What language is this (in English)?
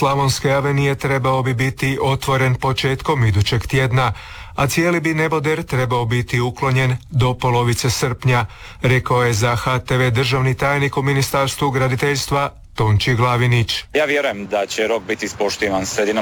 Croatian